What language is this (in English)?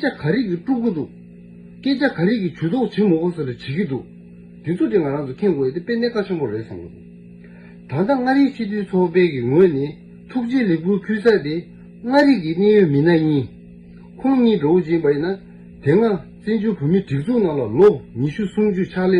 Tibetan